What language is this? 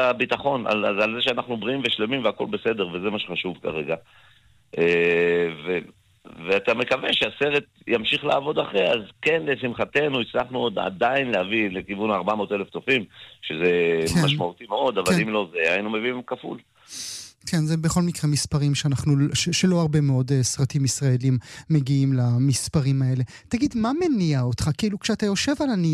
Hebrew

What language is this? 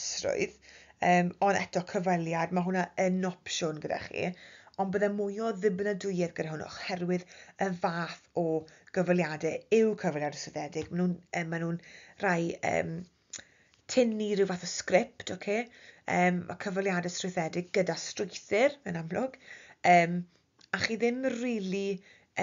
Welsh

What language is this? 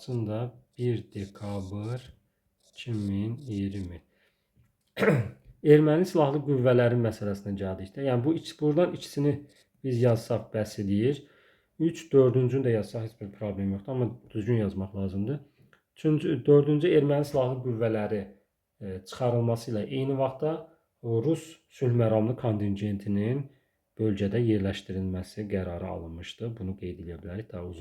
Azerbaijani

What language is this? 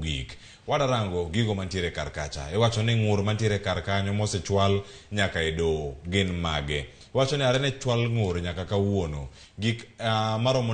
Luo (Kenya and Tanzania)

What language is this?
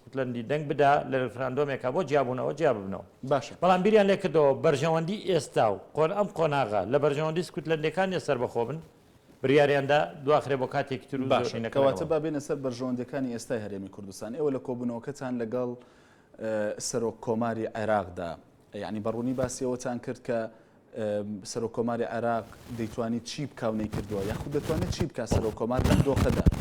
Central Kurdish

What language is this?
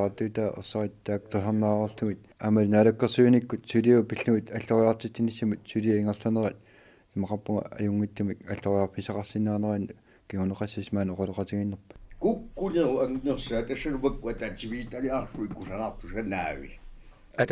Kalaallisut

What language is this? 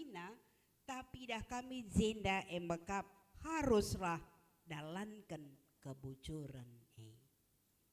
Batak Karo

